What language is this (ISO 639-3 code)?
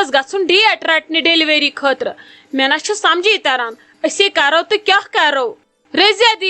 kas